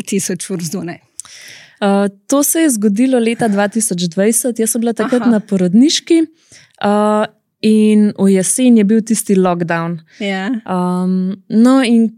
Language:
Slovenian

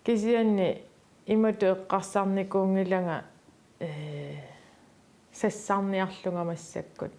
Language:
Kalaallisut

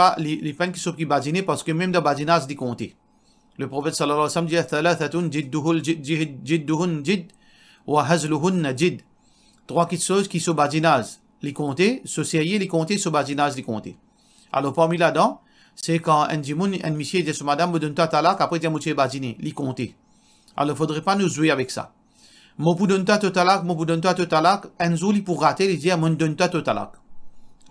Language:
Morisyen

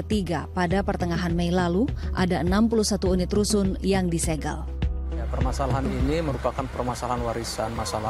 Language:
Indonesian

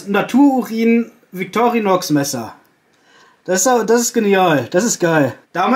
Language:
German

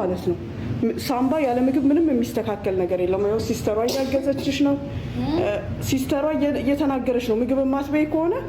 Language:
Amharic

